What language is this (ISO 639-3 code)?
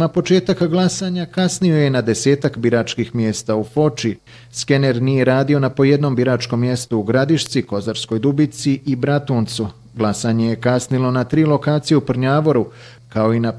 bos